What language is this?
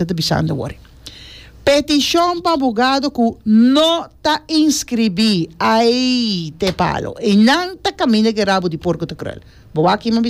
Papiamento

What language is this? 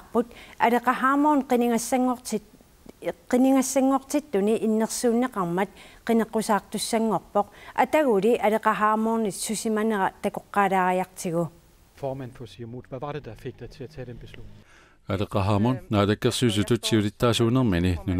Kalaallisut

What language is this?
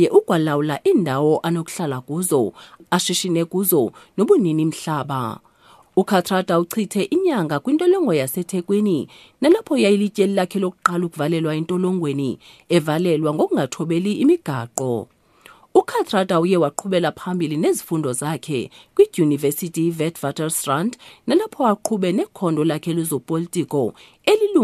Xhosa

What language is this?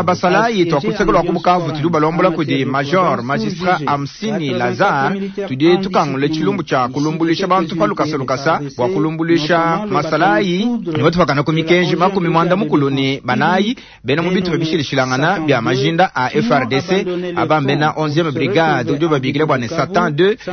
Luba-Lulua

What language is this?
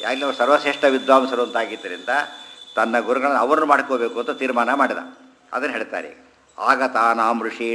Kannada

